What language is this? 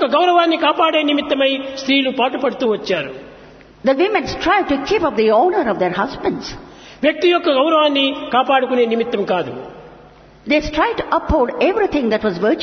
Telugu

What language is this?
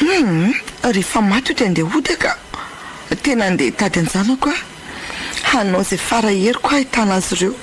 Malagasy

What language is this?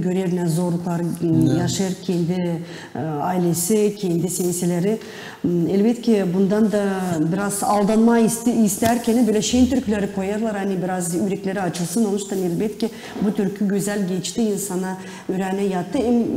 Gagauz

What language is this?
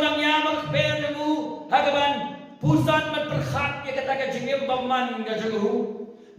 Khasi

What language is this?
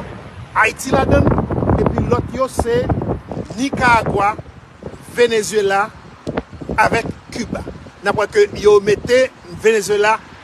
Haitian Creole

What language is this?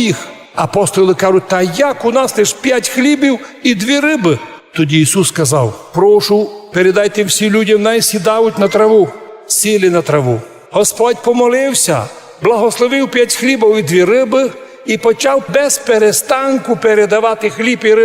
Rusyn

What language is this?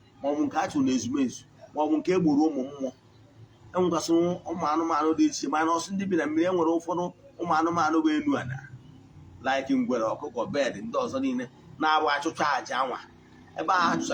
Igbo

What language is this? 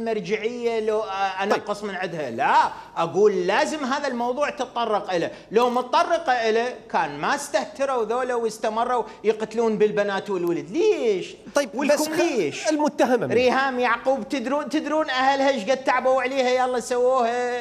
Mesopotamian Arabic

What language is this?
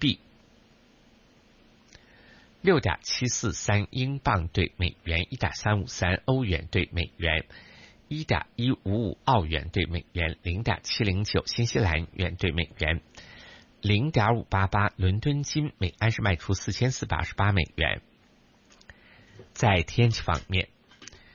Chinese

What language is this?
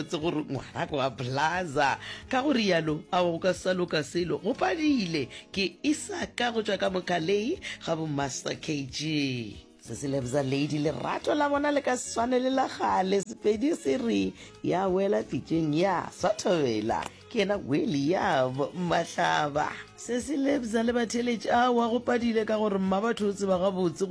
Northern Sotho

